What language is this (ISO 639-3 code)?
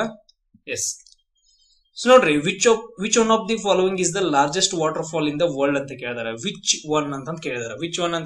kan